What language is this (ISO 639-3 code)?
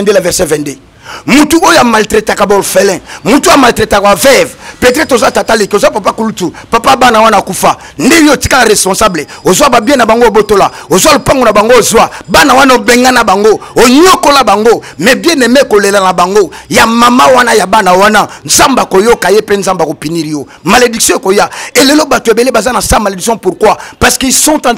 lin